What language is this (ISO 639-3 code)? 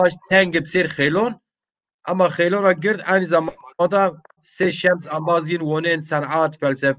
zza